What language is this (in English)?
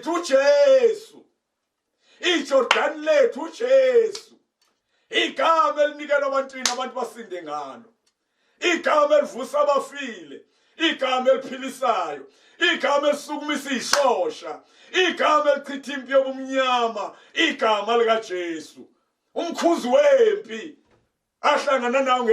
Zulu